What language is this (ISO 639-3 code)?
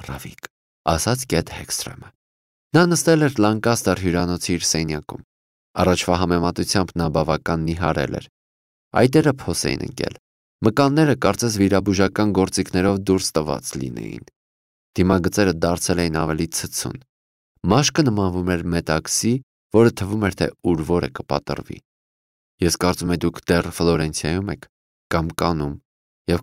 hye